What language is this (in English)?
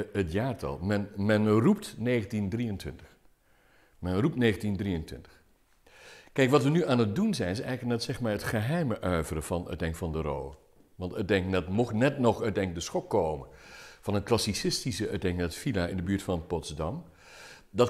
Dutch